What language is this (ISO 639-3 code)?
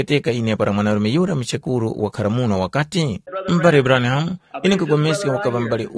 tum